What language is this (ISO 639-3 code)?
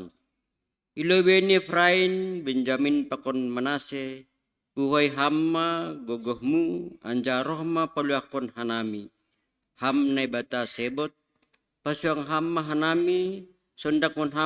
bts